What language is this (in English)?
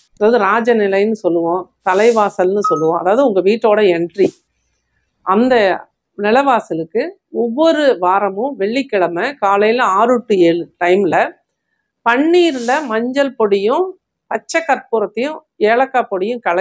Tamil